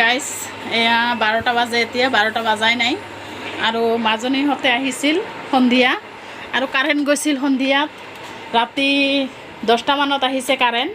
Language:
Assamese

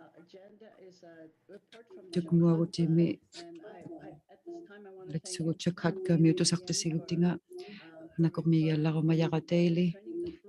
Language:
Inuktitut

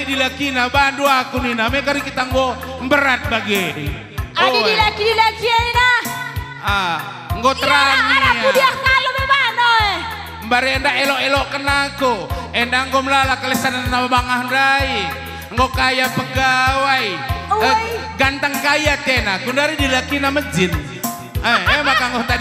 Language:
Batak Karo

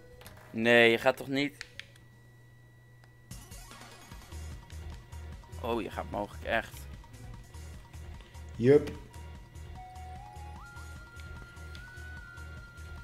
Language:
Dutch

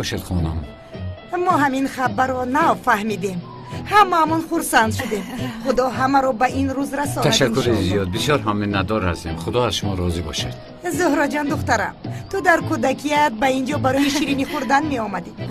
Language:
Tajik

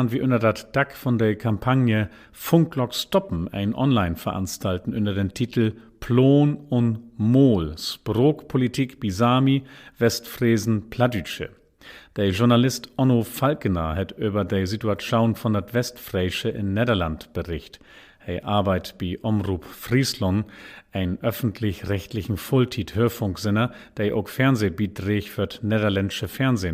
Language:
Low German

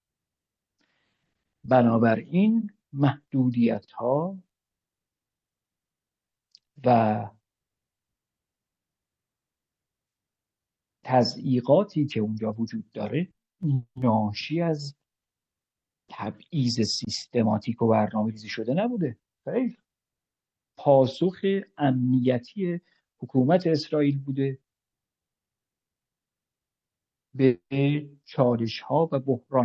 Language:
Persian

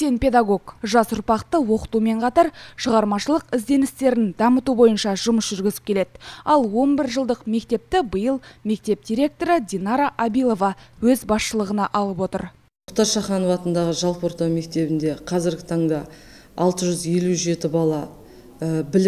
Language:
Kazakh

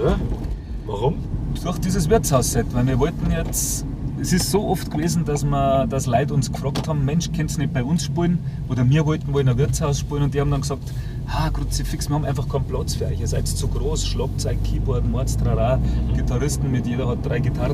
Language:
Bavarian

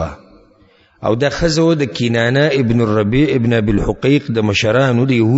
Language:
Pashto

